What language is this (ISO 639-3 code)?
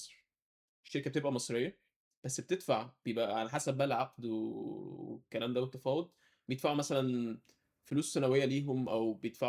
arz